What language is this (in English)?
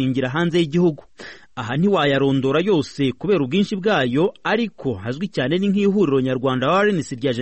Kinyarwanda